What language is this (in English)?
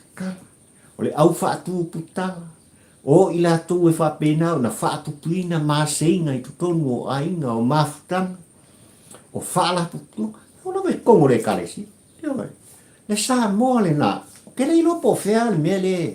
Samoan